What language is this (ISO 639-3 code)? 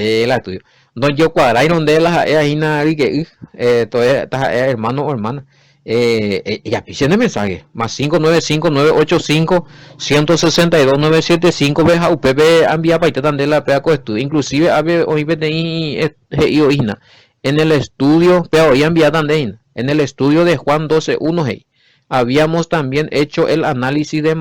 grn